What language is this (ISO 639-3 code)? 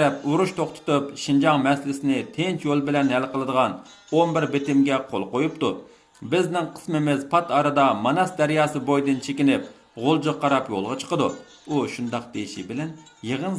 uig